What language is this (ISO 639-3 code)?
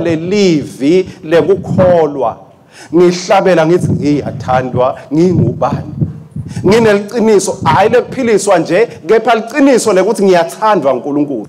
ssw